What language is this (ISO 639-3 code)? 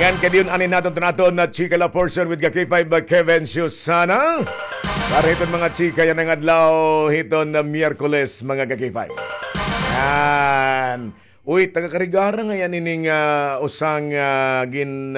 war